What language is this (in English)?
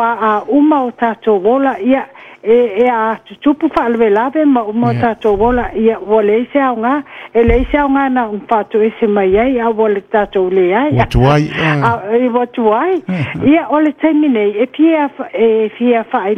Samoan